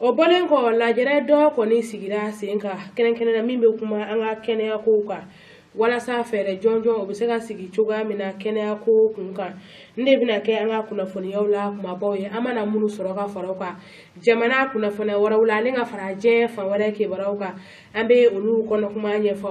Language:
Bambara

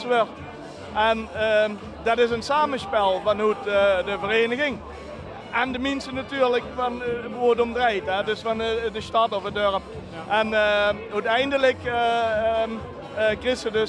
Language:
Limburgish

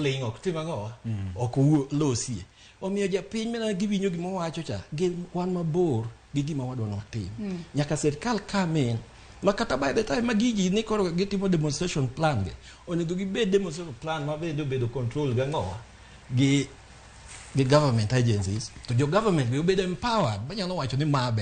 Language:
Luo (Kenya and Tanzania)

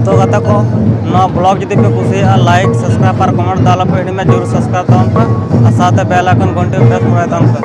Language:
Santali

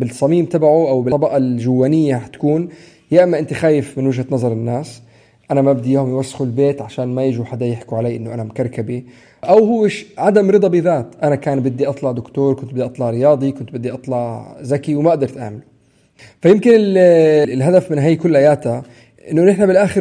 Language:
North Levantine Arabic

